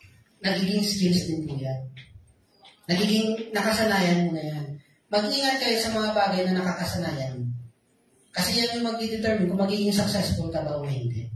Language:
Filipino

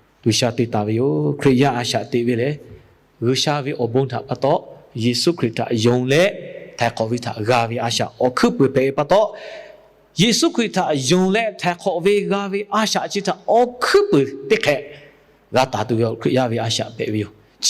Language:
Lahu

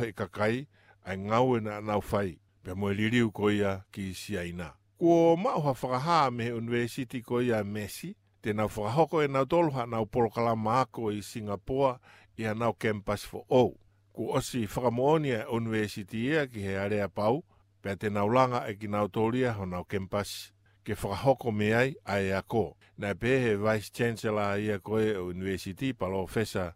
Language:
Tongan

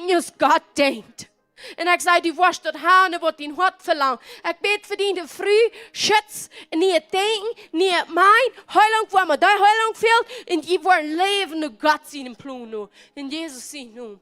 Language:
Plautdietsch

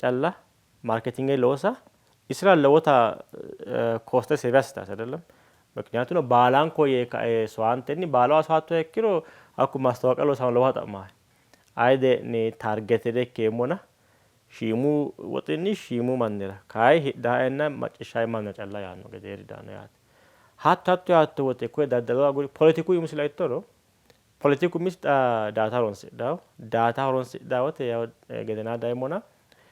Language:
Sidamo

